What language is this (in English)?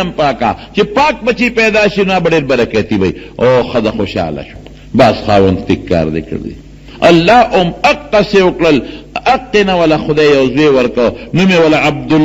Pashto